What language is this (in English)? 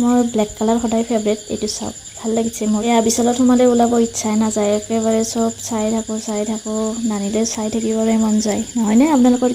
Assamese